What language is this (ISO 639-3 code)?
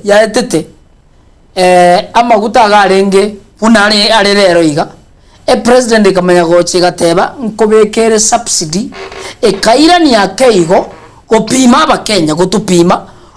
guz